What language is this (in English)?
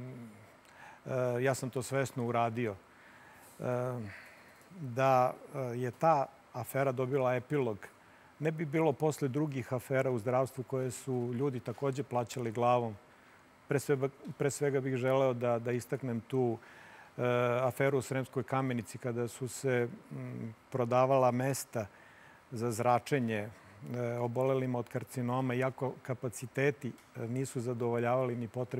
Serbian